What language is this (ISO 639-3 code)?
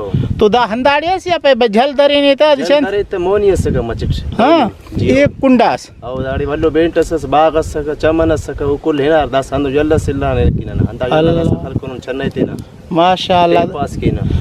brh